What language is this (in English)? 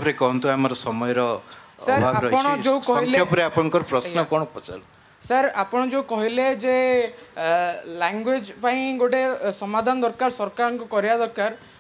Odia